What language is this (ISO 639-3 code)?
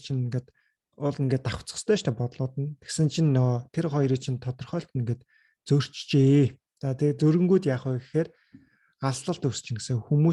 mon